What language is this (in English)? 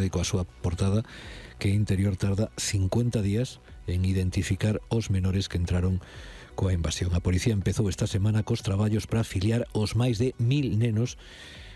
Galician